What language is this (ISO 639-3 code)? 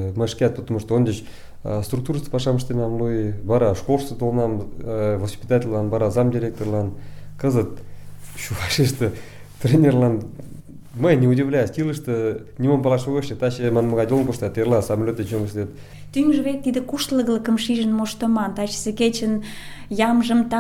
chm